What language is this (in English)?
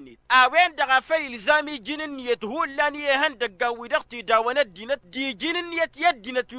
Tamasheq